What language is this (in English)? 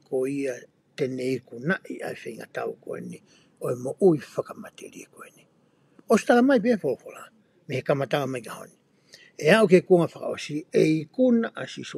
Tongan